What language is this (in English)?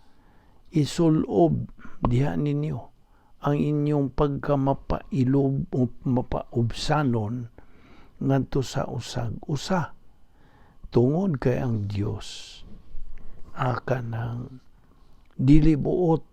Cebuano